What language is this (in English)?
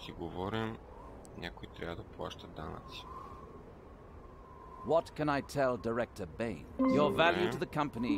Bulgarian